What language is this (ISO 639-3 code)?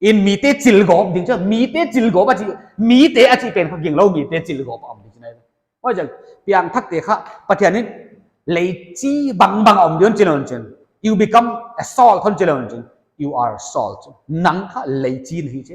pck